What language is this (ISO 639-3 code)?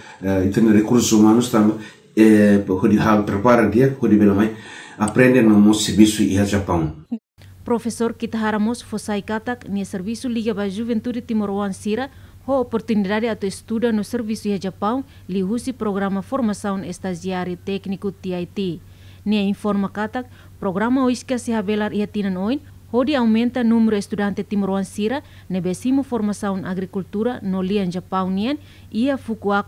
tet